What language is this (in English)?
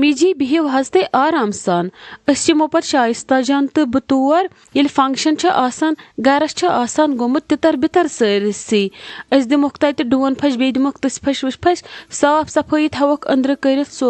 Kashmiri